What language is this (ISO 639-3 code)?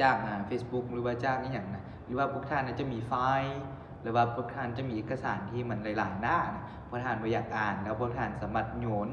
lao